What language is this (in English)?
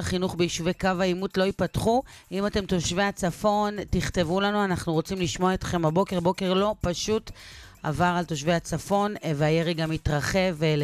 Hebrew